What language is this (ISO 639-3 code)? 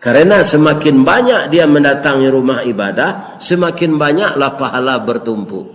min